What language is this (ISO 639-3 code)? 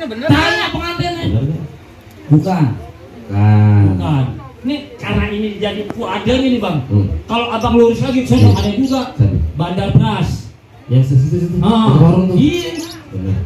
bew